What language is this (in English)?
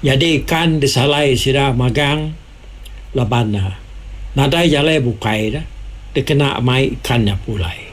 Iban